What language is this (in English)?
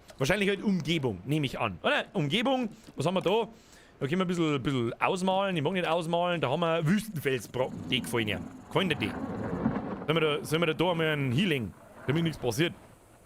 Bavarian